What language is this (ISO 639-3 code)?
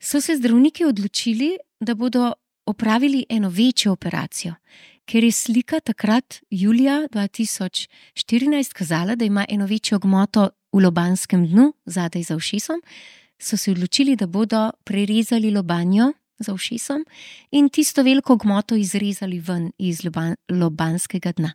slv